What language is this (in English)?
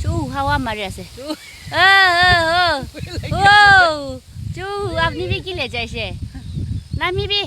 Naga Pidgin